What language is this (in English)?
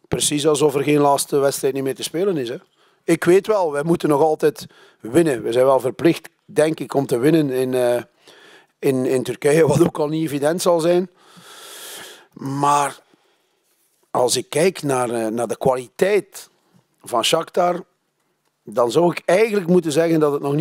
Dutch